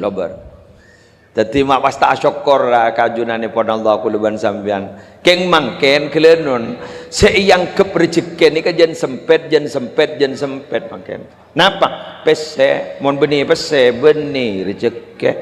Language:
Madurese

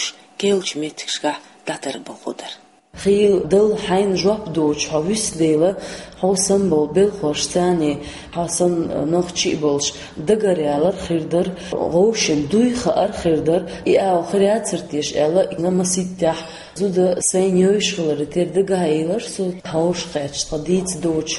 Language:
Chechen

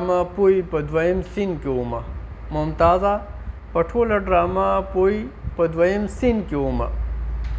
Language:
Pashto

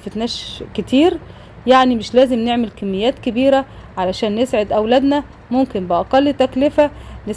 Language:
Egyptian Arabic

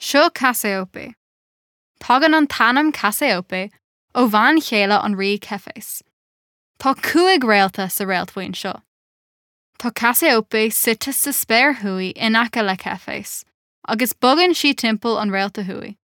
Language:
Irish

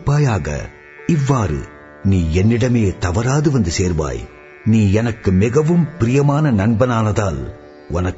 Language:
Tamil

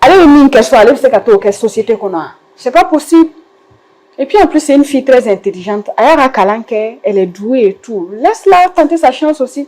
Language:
Bambara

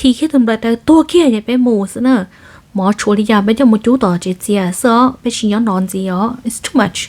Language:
Hmong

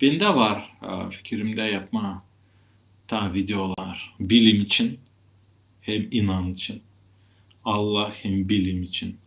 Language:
Gagauz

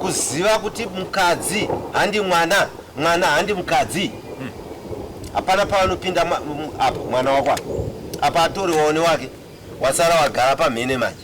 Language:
Shona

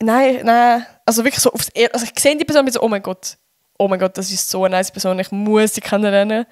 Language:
Swiss German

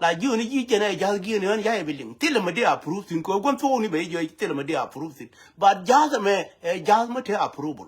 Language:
Nuer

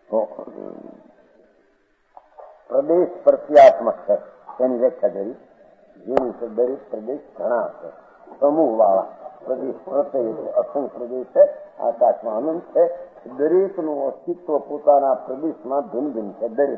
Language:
Gujarati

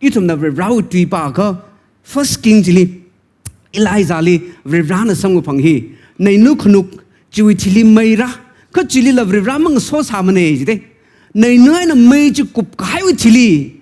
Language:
Tangkhul Naga (India)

